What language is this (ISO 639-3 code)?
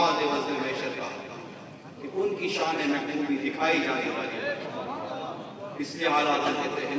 urd